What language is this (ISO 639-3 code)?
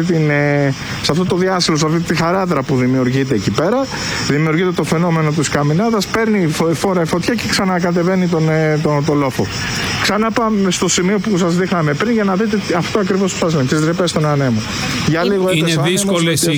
ell